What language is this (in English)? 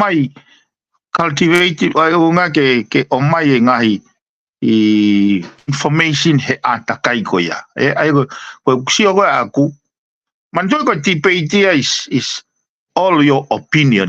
Tongan